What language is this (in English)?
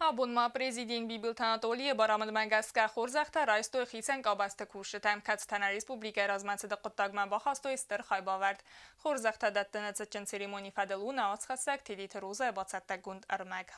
Ossetic